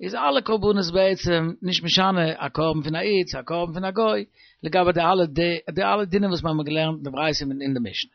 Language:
Yiddish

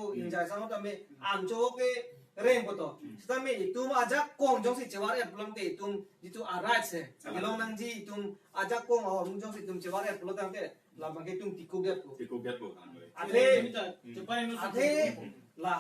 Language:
Karbi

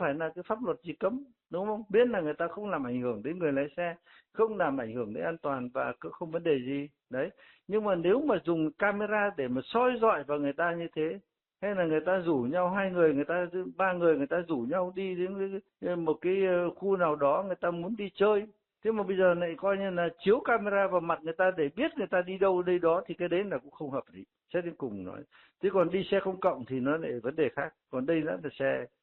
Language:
Vietnamese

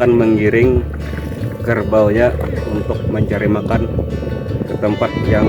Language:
Banjar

